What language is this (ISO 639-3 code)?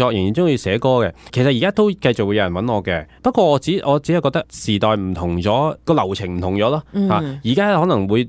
yue